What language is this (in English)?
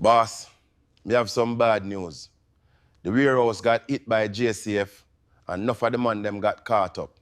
Jamaican Creole English